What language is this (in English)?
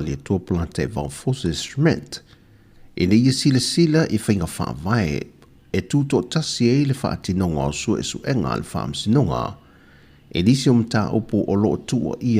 Samoan